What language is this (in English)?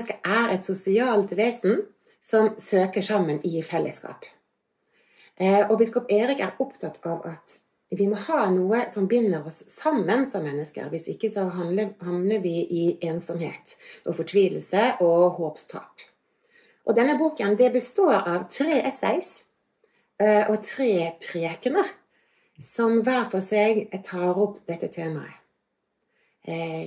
Norwegian